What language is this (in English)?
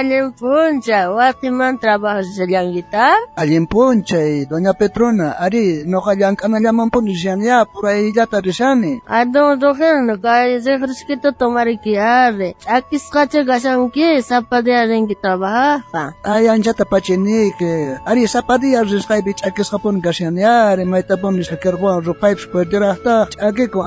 South Bolivian Quechua